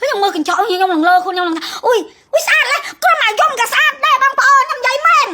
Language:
Khmer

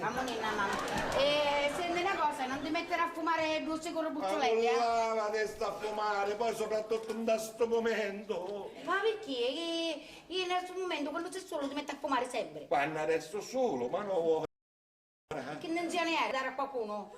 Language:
Sicilian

